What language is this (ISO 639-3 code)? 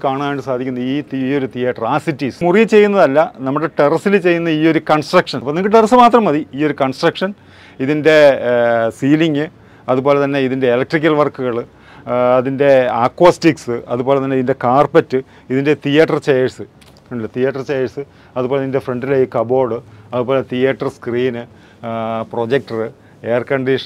mal